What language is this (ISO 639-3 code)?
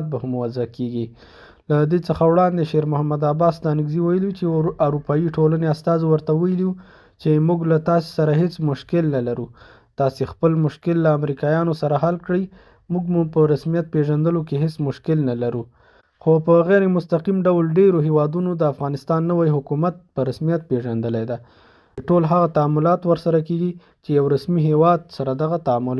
pus